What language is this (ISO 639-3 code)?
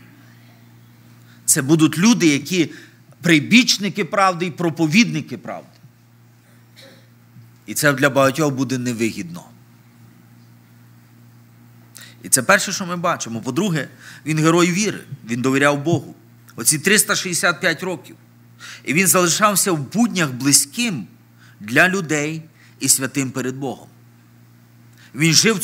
ukr